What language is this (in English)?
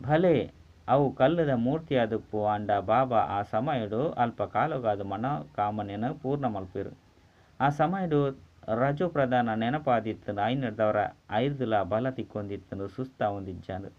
Tulu